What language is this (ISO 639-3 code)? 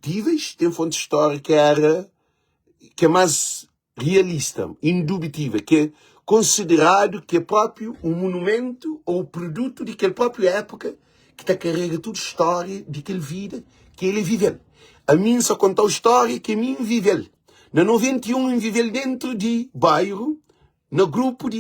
kea